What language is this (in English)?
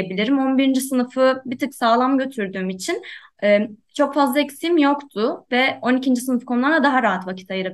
Turkish